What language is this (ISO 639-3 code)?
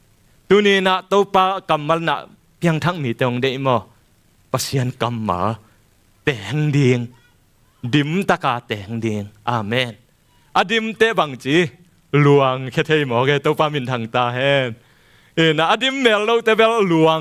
ctd